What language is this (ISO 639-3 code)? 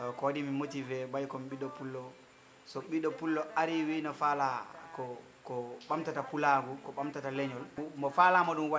ful